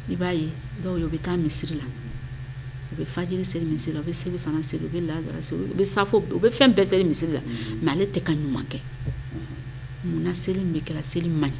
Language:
Bambara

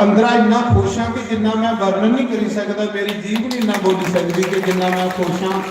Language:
Dogri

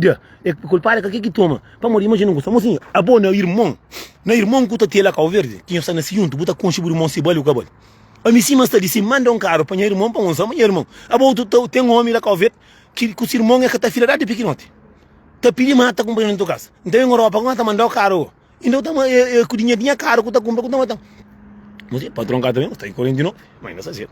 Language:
Kabuverdianu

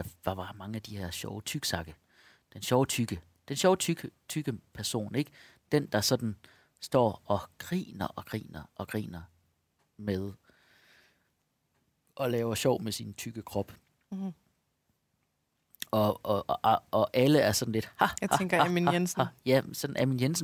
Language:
Danish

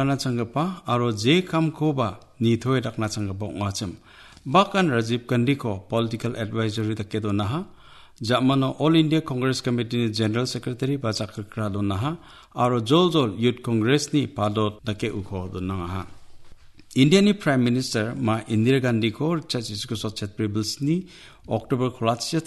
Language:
Garo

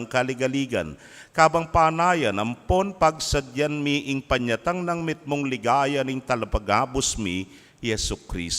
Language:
Pampanga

